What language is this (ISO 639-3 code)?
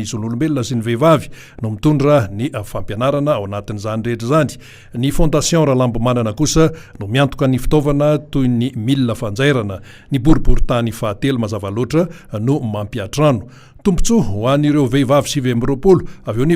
mlg